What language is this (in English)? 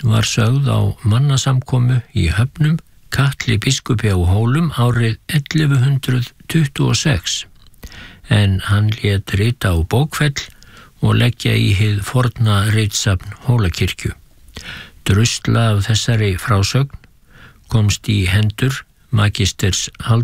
Icelandic